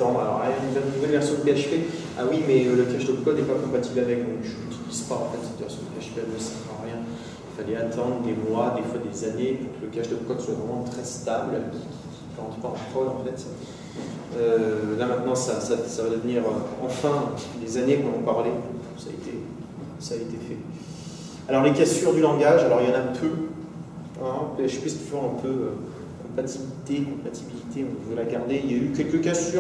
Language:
French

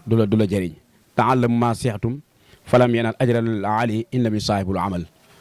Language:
Wolof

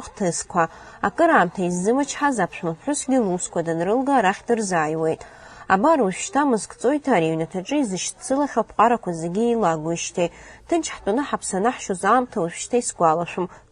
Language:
Abkhazian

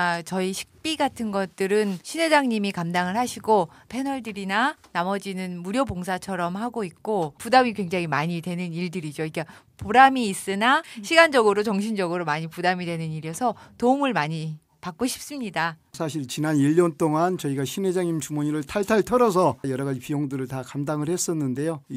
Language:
Korean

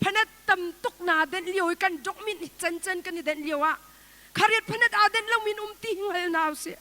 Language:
Hakha Chin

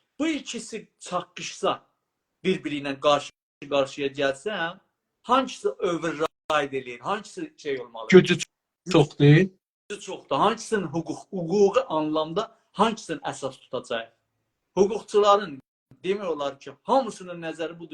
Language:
South Azerbaijani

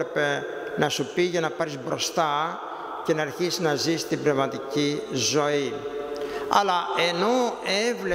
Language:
Greek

